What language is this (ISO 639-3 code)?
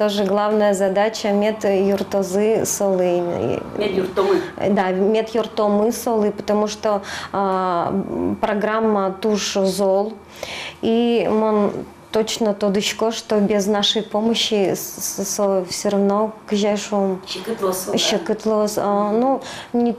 udm